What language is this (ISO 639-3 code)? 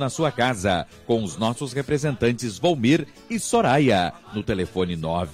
por